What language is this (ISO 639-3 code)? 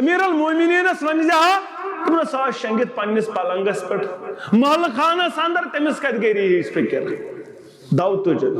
kas